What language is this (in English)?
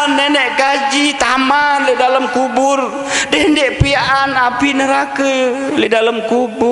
Sasak